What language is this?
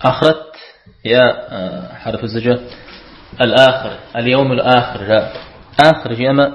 Kabardian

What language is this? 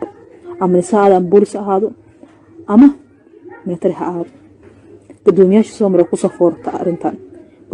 Somali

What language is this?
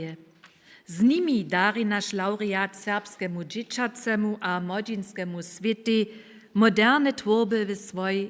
Upper Sorbian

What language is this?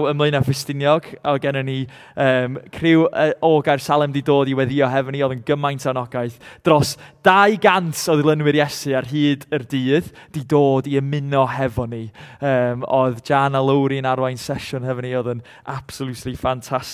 Welsh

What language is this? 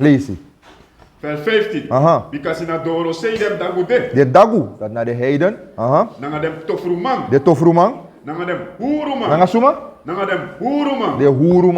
Sranan Tongo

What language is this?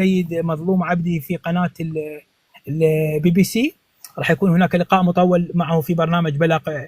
North Levantine Arabic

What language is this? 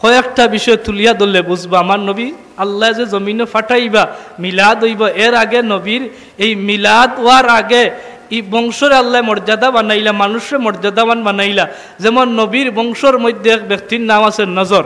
Sylheti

